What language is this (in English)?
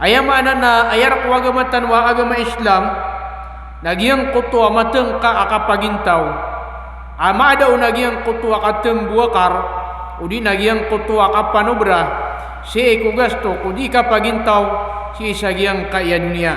Maranao